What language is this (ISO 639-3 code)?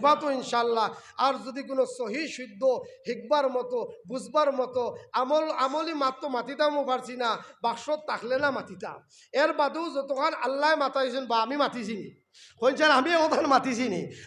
syl